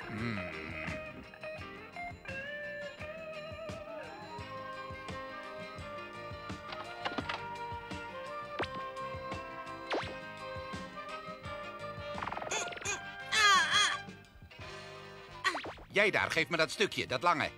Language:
Dutch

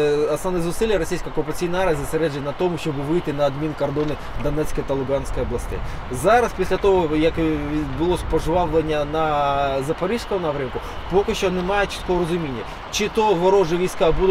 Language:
Ukrainian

